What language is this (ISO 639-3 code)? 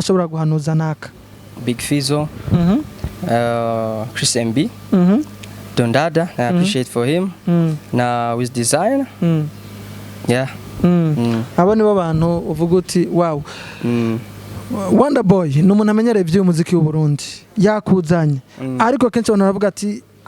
run